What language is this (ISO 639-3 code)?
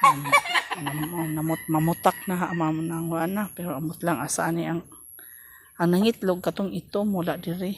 ceb